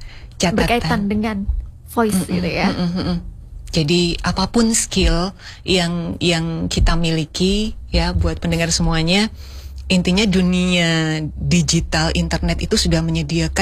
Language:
Indonesian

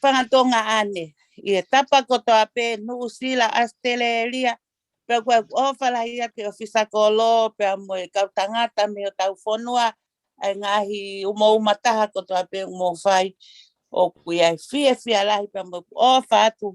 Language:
Tongan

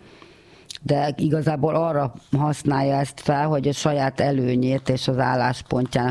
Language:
Hungarian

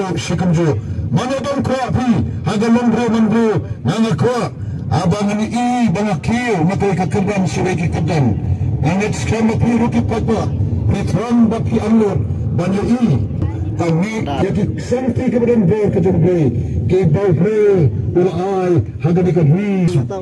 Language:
Khasi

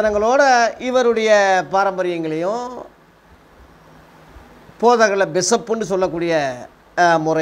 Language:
Tamil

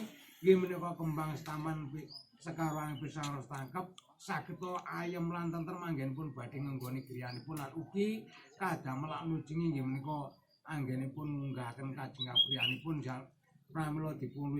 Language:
Javanese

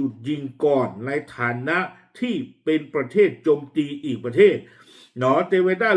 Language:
S'gaw Karen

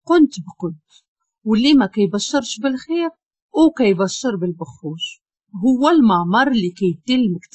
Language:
Moroccan Arabic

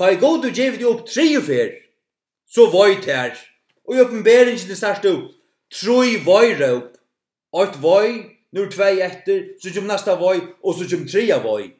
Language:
Faroese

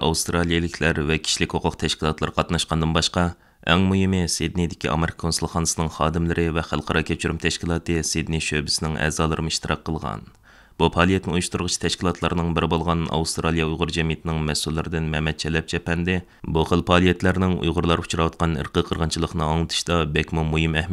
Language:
Uyghur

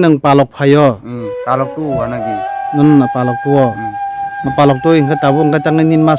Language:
Kok Borok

